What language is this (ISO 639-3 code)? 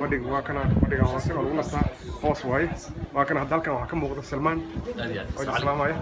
som